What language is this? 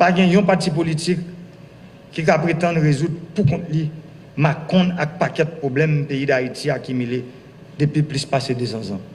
Haitian Creole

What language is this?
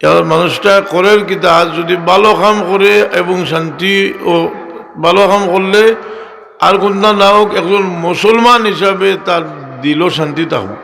Sylheti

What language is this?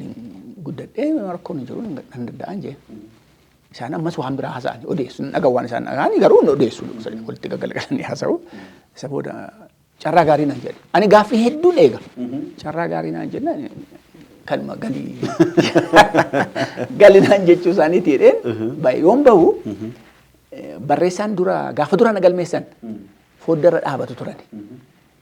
Oromo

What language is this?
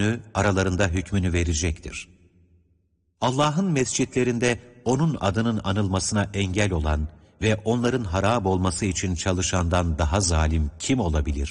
Turkish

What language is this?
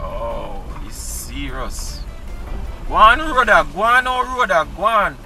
Jamaican Creole English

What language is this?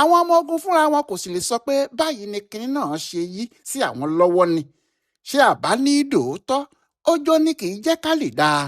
Yoruba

